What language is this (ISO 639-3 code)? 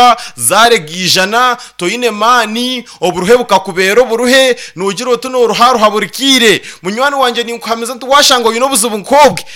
nyn